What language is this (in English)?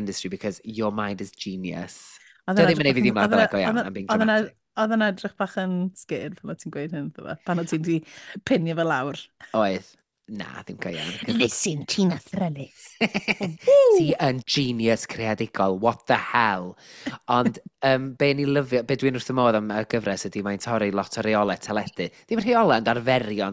Welsh